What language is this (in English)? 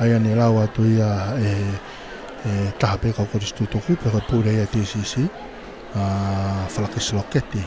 Tongan